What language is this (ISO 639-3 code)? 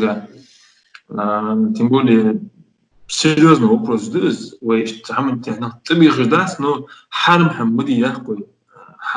inh